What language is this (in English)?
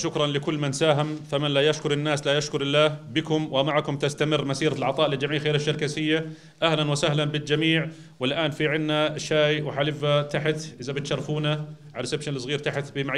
North Levantine Arabic